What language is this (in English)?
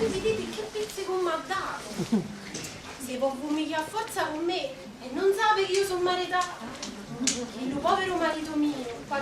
Neapolitan